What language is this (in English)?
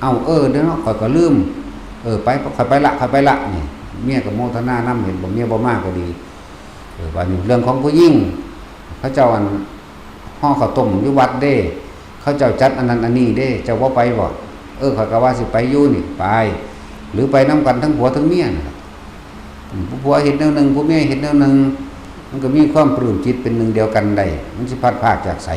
Northeastern Thai